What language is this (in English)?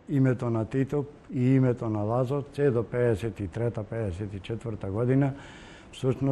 Macedonian